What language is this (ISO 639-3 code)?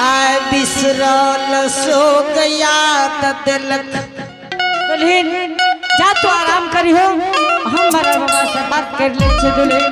anp